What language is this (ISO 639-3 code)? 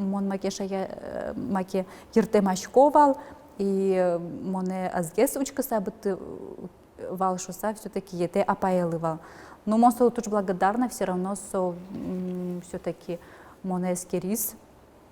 udm